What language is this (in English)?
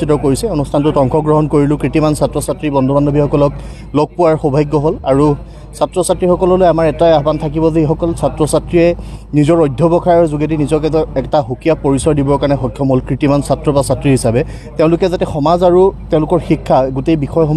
Assamese